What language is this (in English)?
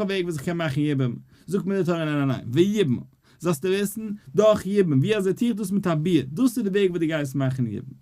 Yiddish